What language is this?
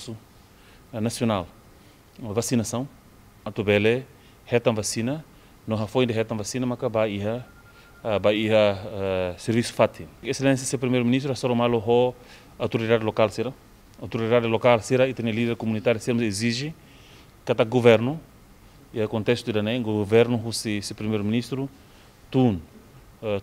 Tetum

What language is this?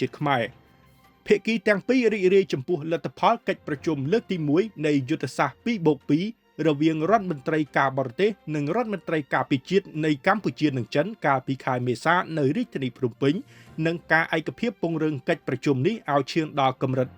Khmer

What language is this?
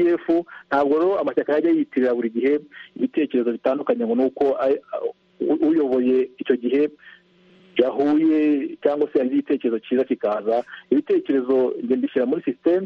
Kinyarwanda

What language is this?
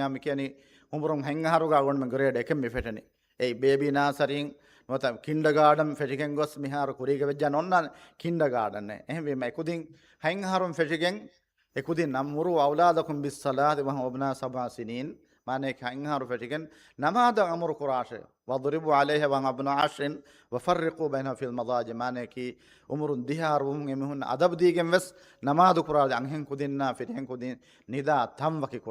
Divehi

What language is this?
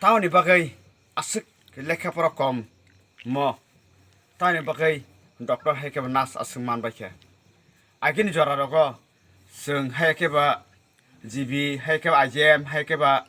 Kok Borok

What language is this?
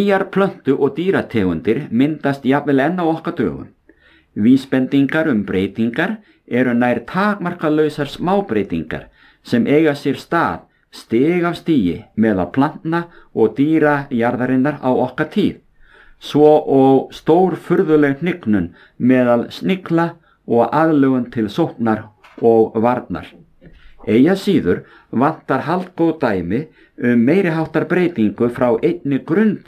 Icelandic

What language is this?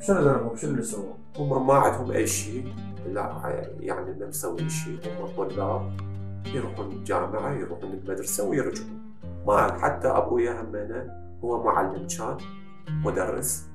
Mesopotamian Arabic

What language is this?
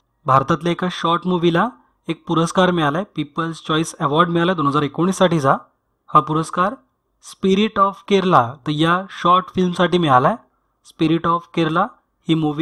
Marathi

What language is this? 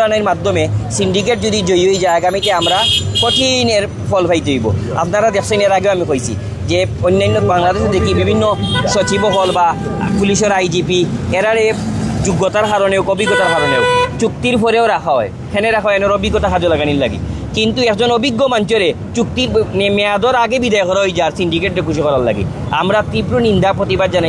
Sylheti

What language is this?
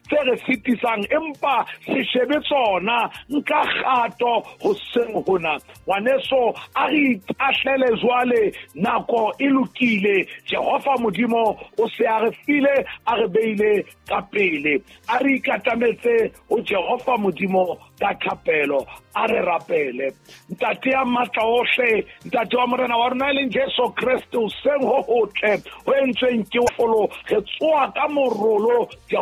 Southern Sotho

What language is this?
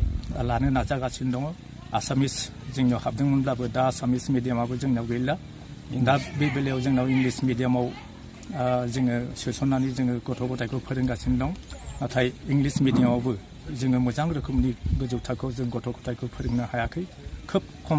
Bodo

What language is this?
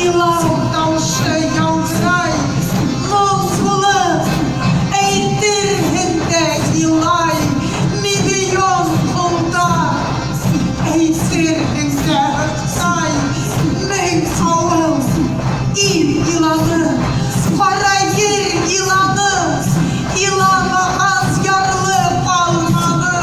Bashkir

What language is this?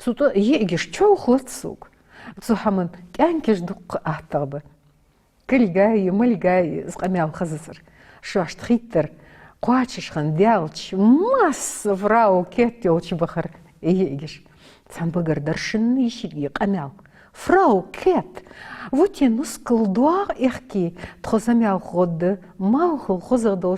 Ingush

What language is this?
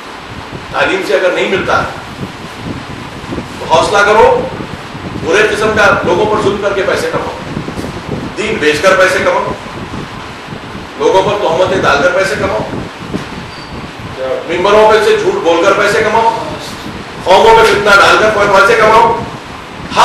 Urdu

